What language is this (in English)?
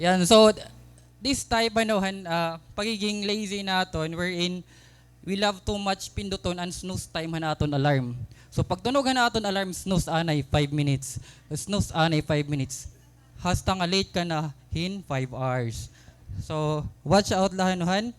Waray